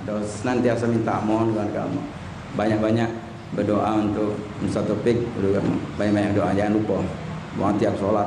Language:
Musi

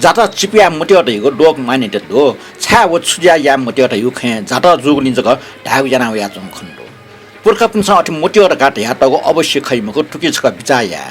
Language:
Newari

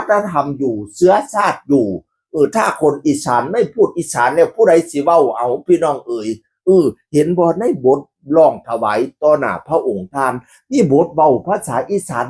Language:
Northeastern Thai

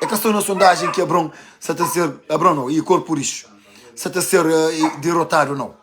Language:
Kabuverdianu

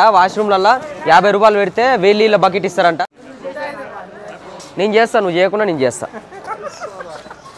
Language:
Telugu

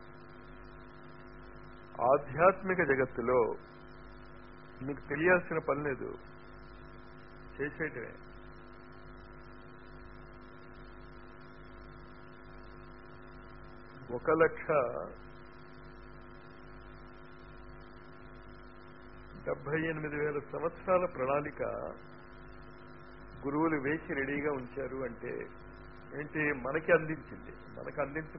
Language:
Telugu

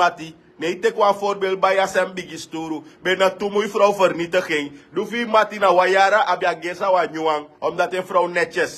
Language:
Sranan Tongo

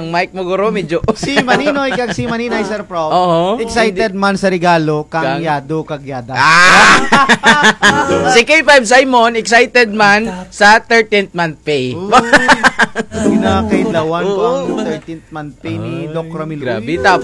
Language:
Kinaray-a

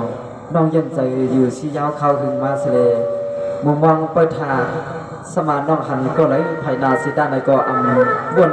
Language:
Shan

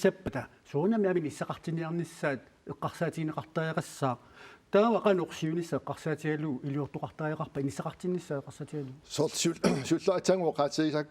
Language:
Kalaallisut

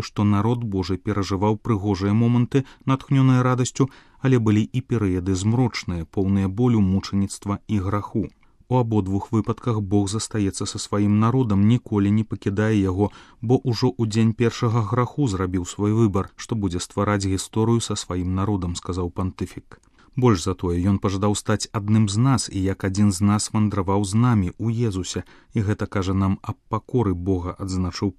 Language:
Belarusian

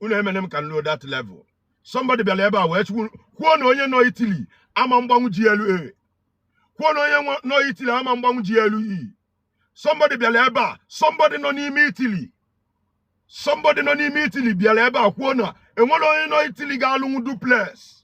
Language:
Igbo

